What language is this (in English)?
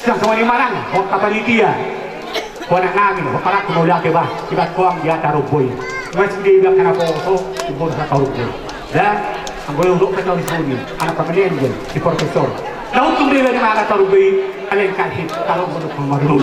Batak Toba